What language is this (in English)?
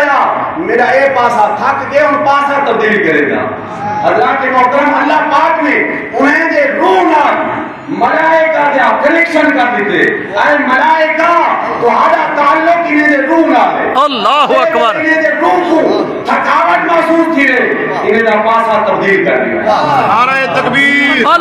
Saraiki